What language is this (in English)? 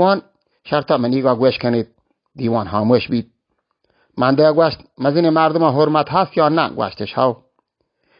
Baluchi